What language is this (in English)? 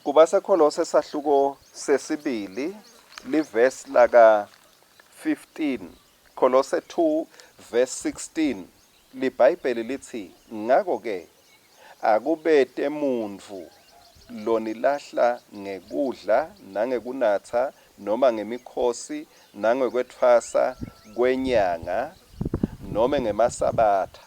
Swati